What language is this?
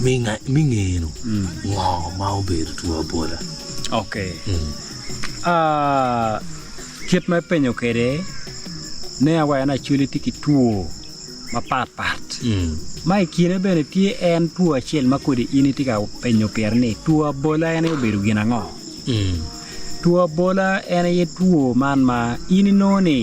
Acoli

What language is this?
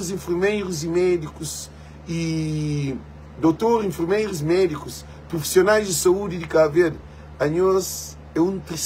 Kabuverdianu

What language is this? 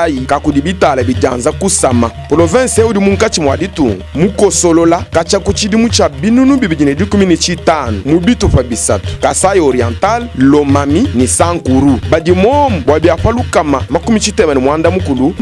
Luba-Lulua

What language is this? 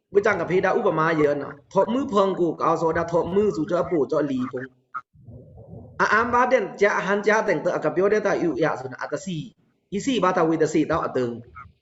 Pa'o Karen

